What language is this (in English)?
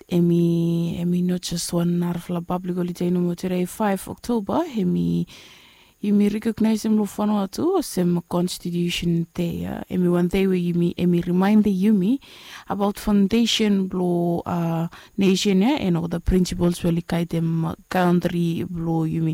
Bislama